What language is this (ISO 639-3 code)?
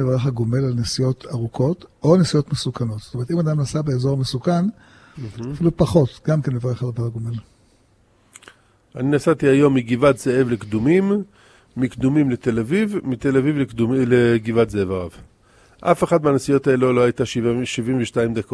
heb